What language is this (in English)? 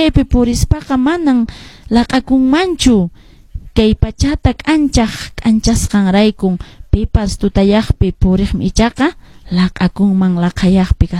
Quechua